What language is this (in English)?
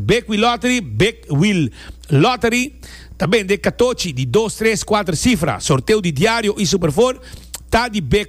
Papiamento